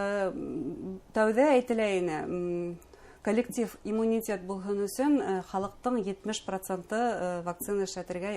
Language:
Bashkir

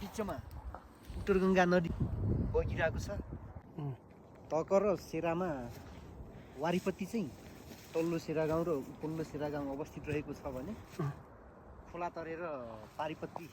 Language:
Nepali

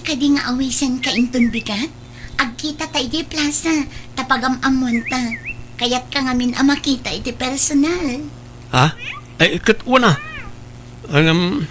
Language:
Iloko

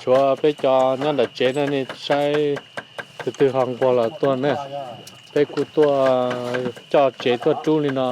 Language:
Hmong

